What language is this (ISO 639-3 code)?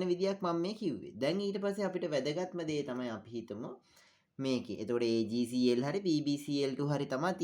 sin